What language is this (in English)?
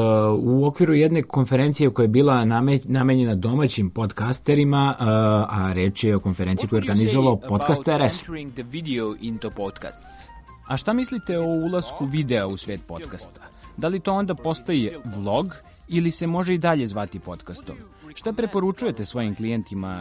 Serbian